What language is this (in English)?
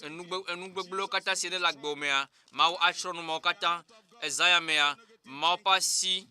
Ewe